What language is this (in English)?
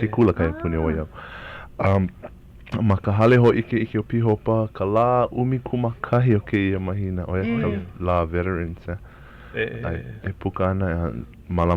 Hawaiian